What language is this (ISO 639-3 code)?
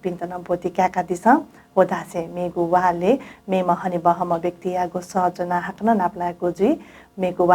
new